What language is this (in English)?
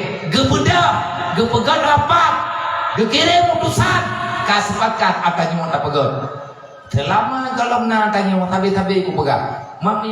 Achinese